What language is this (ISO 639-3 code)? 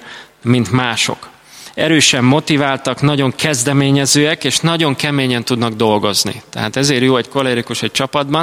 hun